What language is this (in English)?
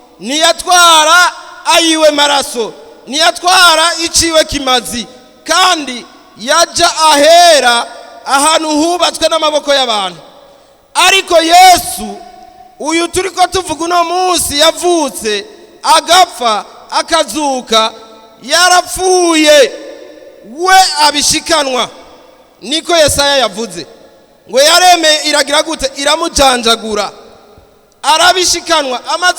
Rundi